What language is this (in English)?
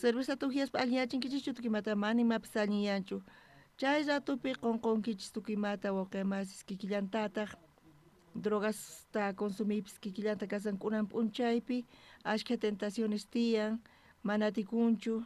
South Bolivian Quechua